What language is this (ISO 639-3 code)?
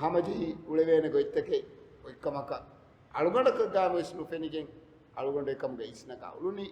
div